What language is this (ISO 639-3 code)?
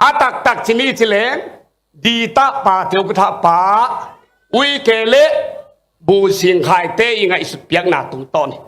ctd